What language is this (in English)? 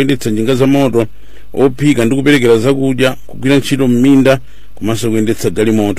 Nyanja